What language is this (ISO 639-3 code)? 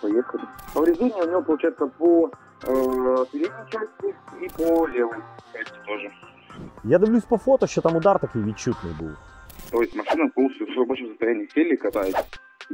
ukr